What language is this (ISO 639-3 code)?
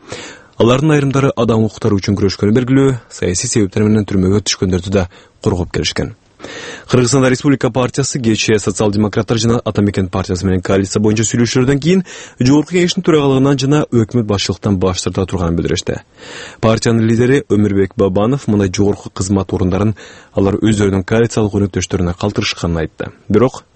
kir